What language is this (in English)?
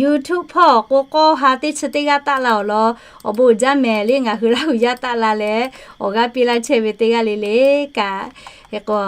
Lahu